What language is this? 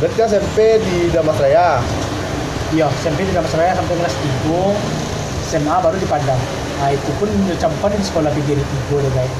Minangkabau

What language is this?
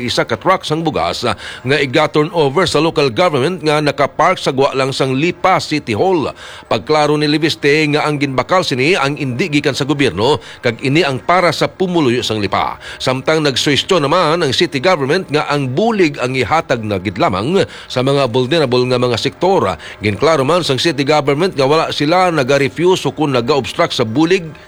Hiligaynon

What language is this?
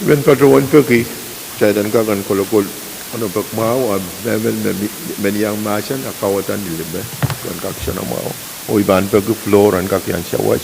Pohnpeian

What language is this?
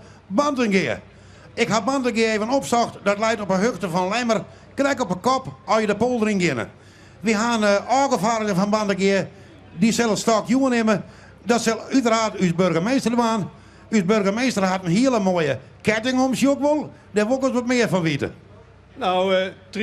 Western Frisian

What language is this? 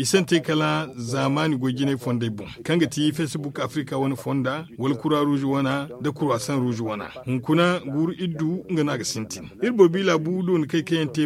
Zarma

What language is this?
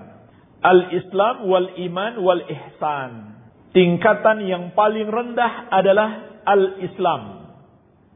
Indonesian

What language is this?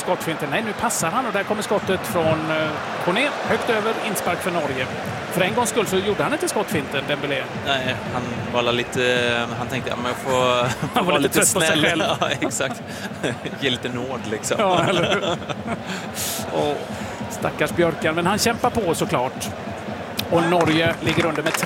Swedish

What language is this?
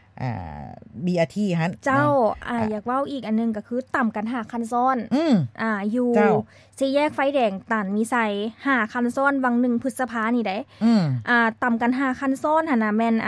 Lao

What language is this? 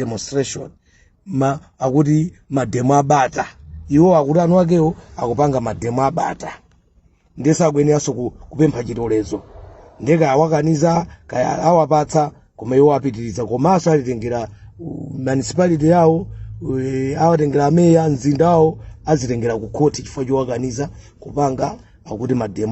Nyanja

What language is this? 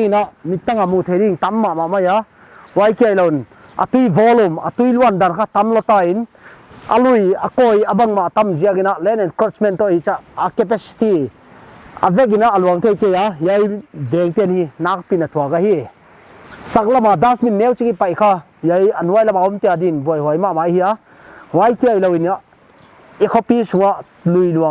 Paite Chin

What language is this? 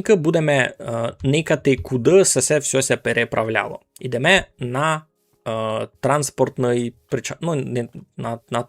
Rusyn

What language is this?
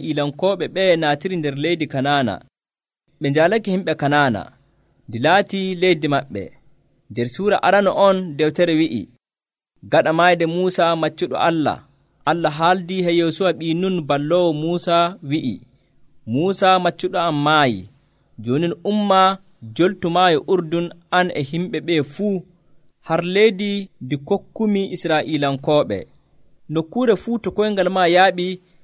Nigerian Fulfulde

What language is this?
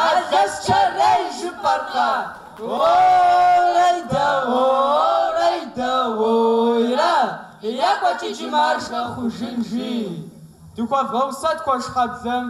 Kabardian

